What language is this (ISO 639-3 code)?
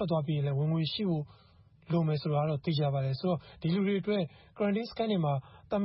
mya